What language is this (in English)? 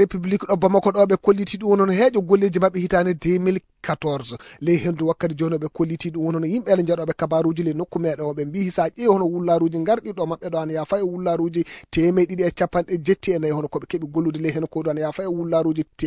Fula